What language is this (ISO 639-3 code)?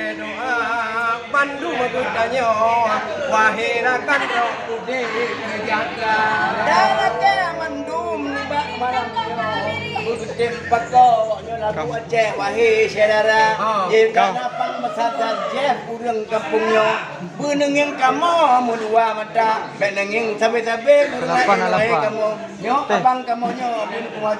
ace